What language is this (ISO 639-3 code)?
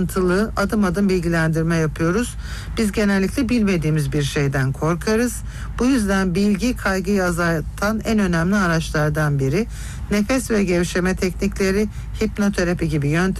tur